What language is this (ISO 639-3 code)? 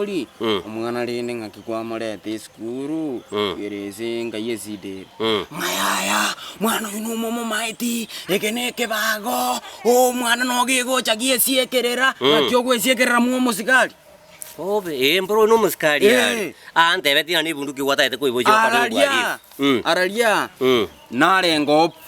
guz